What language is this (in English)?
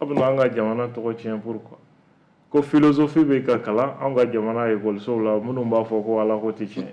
Bambara